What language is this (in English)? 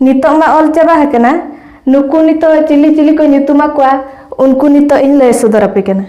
Santali